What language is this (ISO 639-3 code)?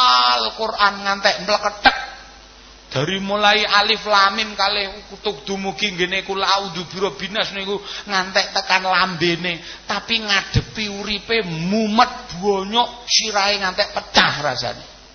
jav